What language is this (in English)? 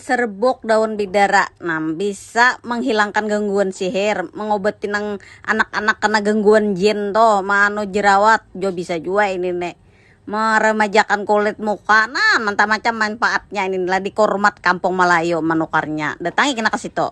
Banjar